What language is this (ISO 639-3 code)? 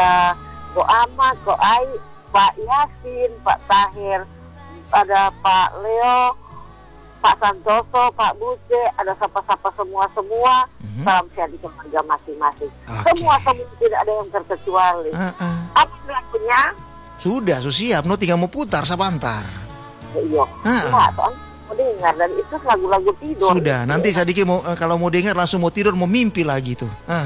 ind